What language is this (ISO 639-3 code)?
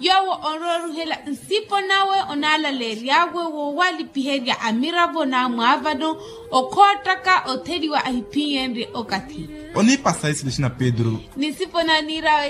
vmw